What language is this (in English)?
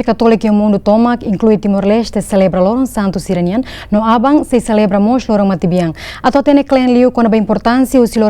Tetum